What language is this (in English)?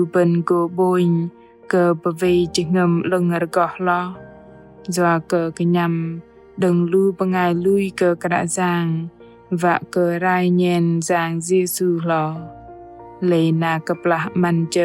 Bahnar